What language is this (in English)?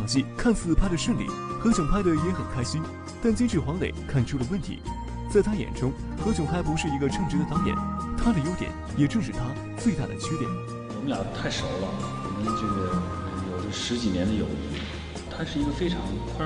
Chinese